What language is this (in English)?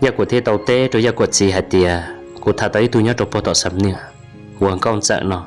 Hmong